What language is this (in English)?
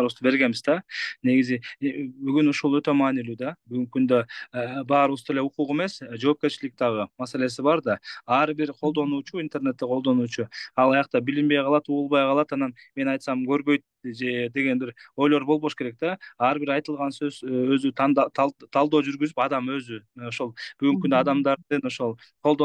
Kyrgyz